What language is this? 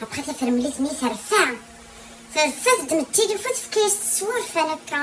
Kabyle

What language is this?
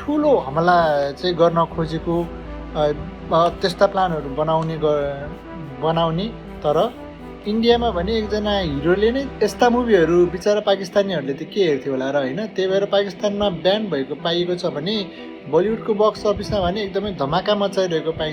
Nepali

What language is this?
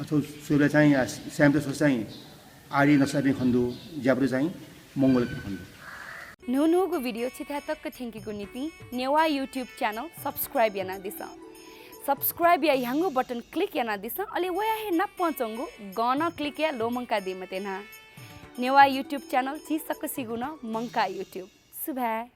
Newari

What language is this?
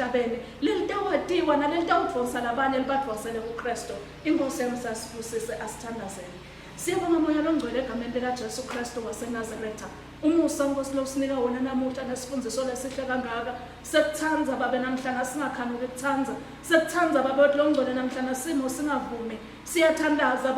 Swati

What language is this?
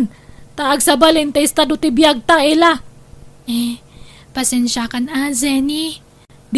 Iloko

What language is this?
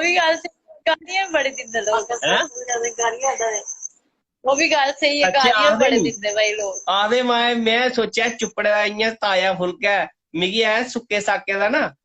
Dogri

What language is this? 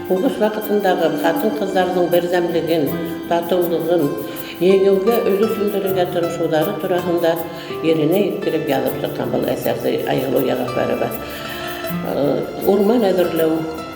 Bashkir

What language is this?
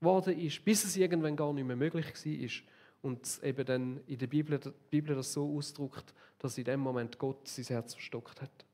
Swiss German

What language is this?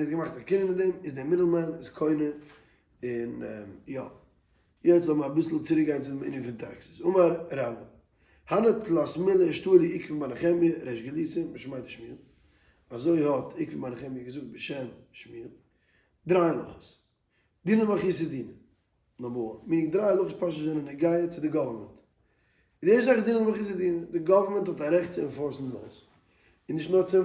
Yiddish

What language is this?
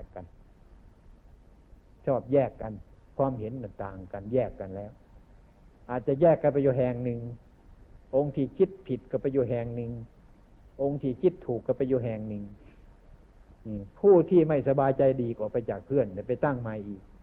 Thai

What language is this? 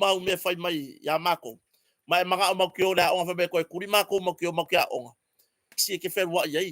Samoan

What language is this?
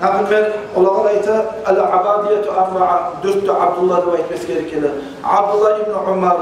Kumyk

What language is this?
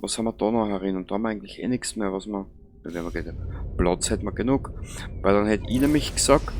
Bavarian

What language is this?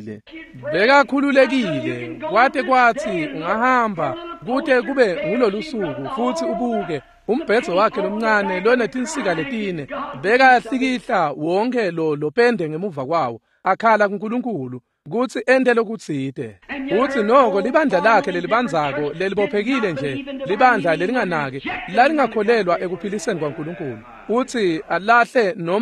Swati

